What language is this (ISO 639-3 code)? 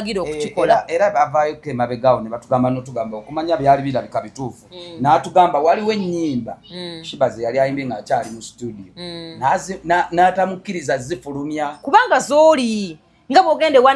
lug